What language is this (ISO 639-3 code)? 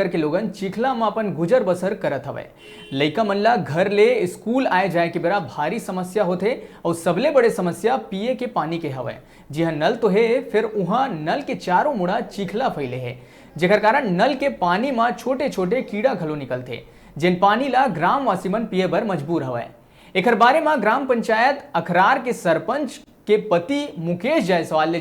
hne